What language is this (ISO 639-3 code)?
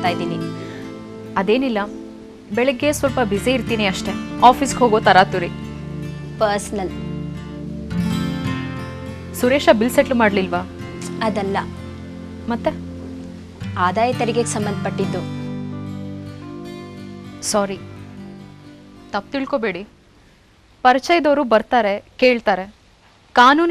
kan